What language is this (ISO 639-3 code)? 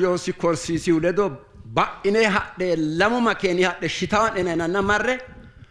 sid